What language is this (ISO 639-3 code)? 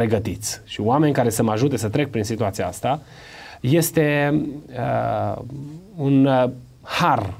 ron